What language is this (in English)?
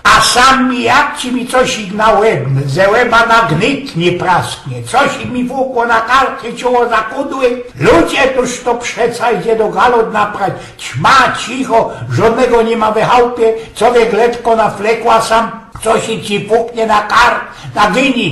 Silesian